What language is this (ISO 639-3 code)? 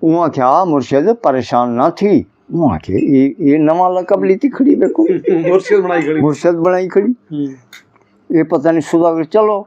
skr